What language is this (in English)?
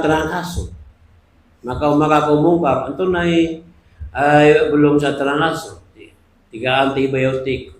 Maranao